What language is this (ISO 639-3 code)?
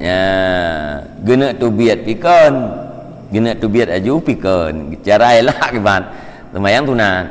ace